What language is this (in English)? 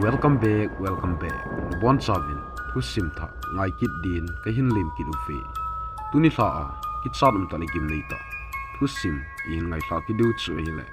Thado Chin